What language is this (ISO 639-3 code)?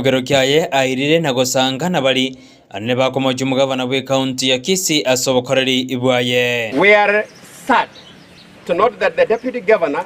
guz